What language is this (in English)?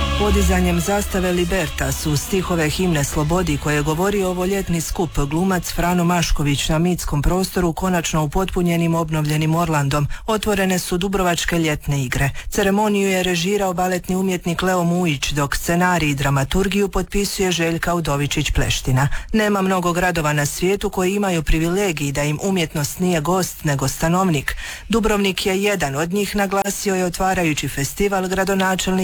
Croatian